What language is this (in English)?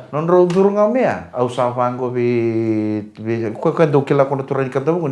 Fijian